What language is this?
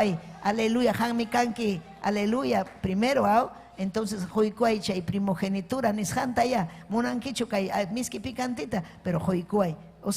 Ayacucho Quechua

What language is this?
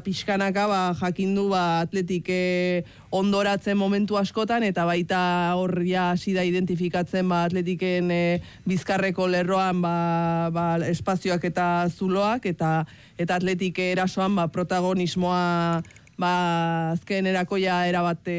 Basque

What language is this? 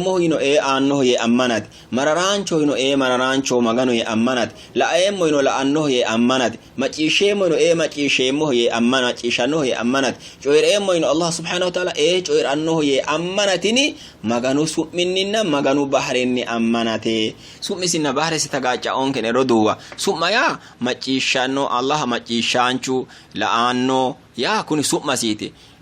Sidamo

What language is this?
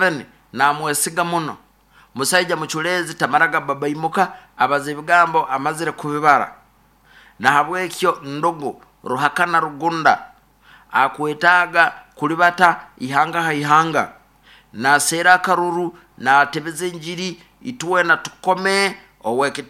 Nyoro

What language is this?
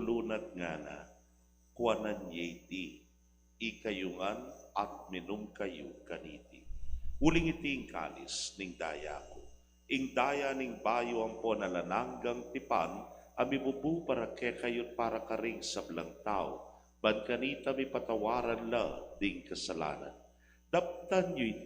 Pampanga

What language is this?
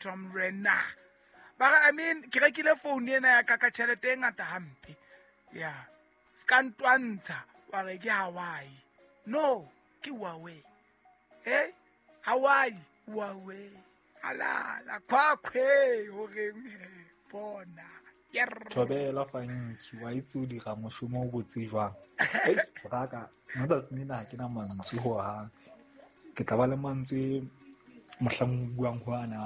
Southern Sotho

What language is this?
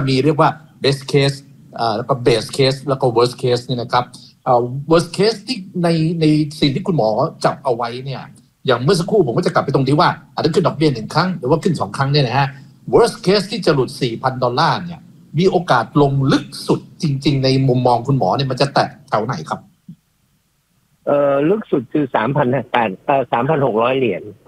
Thai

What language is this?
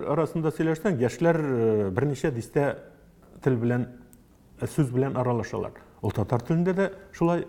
Tatar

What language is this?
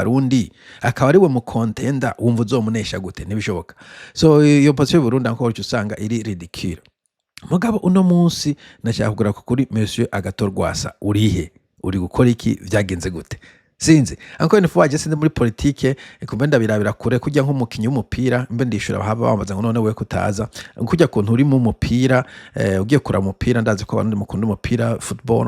Rundi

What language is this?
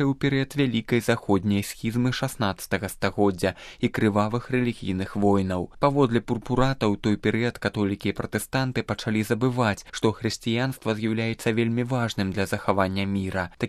Belarusian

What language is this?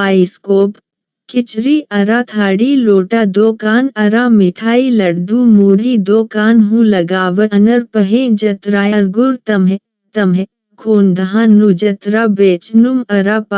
Kurukh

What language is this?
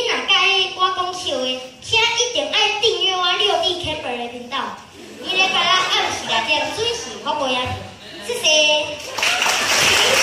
Min Nan Chinese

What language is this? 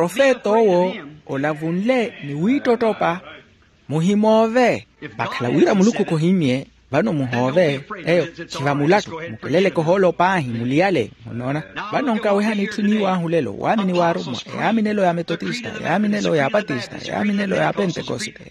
Makhuwa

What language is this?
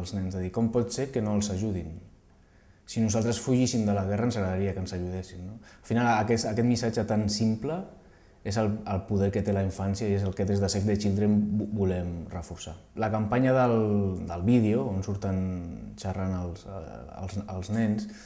Catalan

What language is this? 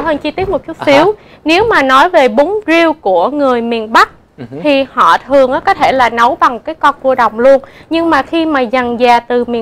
Vietnamese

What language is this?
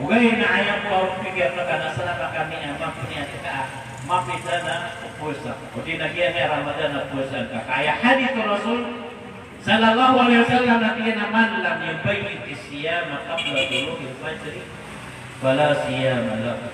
Maranao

